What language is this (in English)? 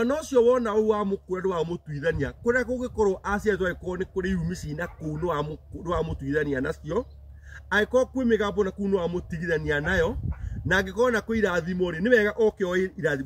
Kikuyu